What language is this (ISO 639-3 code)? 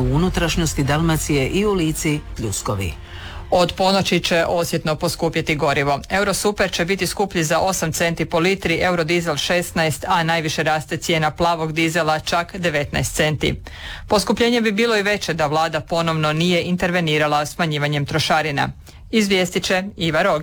hrv